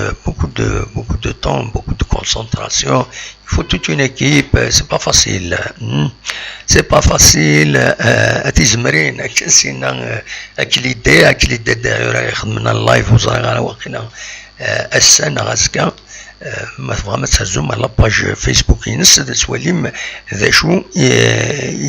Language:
Kabyle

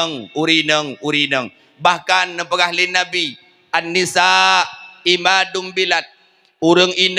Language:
Achinese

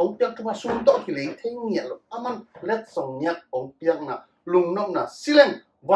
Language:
Tedim Chin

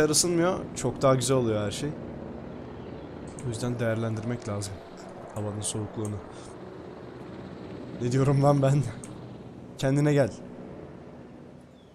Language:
Turkish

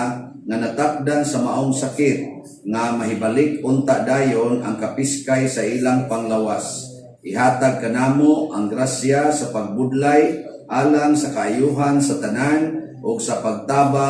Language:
Cebuano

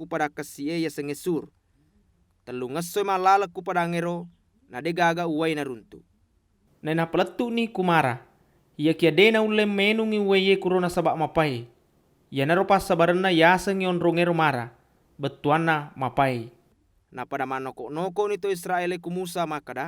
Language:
Buginese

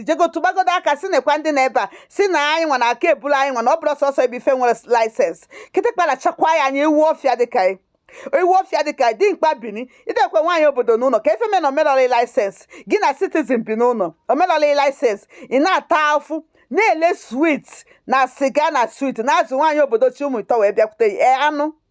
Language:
Igbo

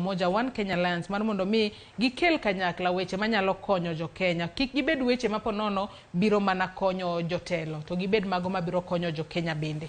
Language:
Luo (Kenya and Tanzania)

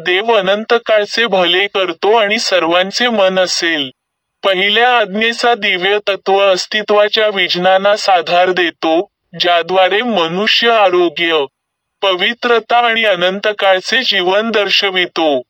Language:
Marathi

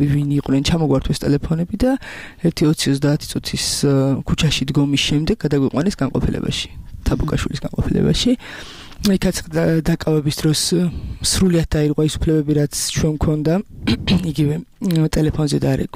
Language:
Georgian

